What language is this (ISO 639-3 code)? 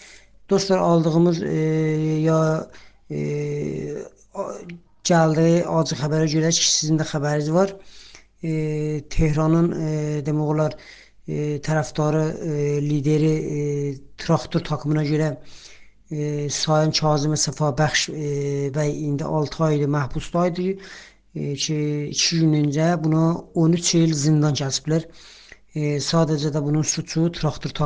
azb